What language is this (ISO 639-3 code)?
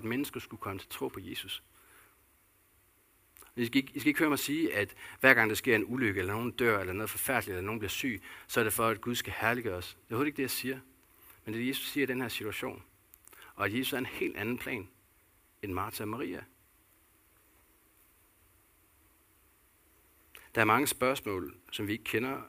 dan